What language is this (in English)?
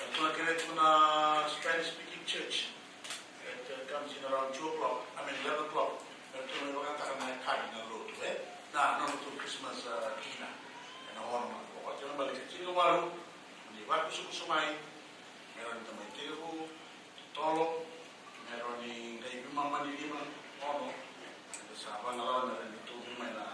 Fijian